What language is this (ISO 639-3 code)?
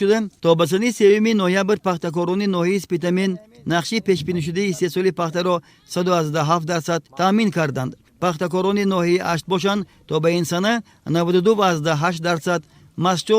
tgk